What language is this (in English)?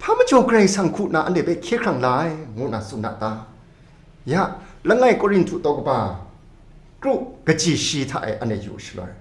Kachin